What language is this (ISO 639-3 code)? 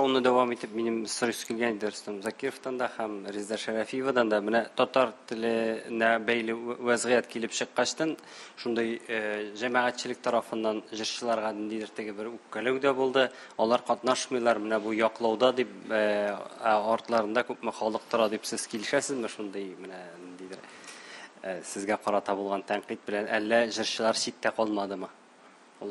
tat